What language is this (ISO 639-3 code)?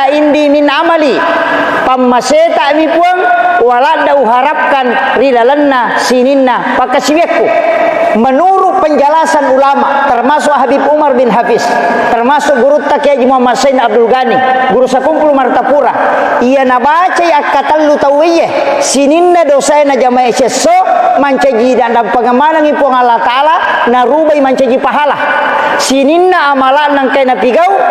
bug